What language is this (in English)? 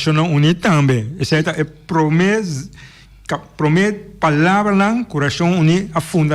Papiamento